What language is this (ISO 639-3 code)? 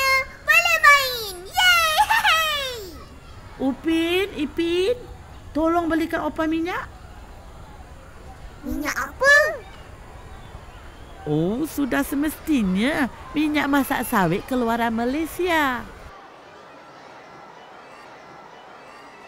msa